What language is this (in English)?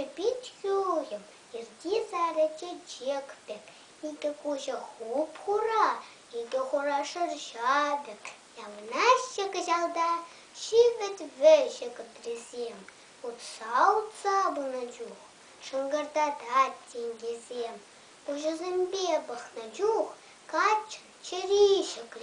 Chuvash